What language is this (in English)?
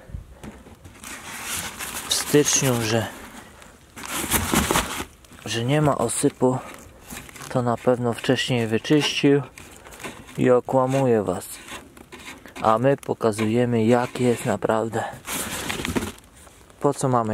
Polish